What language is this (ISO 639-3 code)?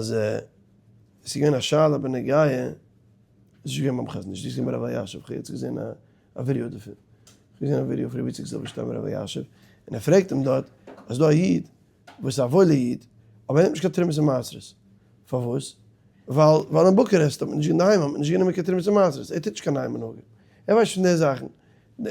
yid